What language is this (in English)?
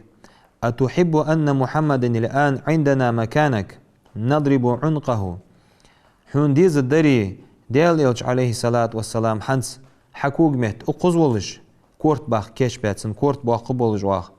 Ingush